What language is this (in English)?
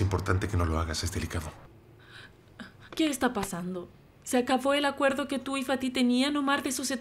Spanish